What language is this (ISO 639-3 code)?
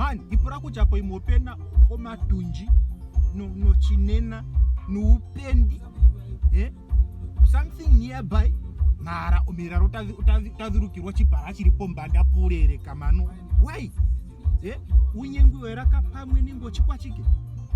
ndo